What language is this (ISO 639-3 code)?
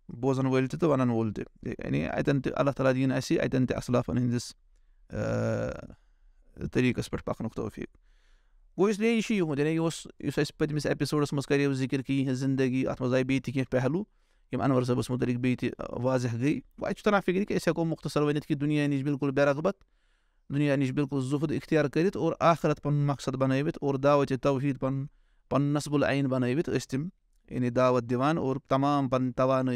kas